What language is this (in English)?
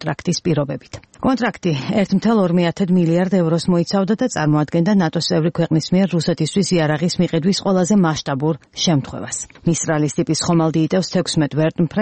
Georgian